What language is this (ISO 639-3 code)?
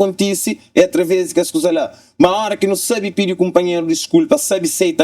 kea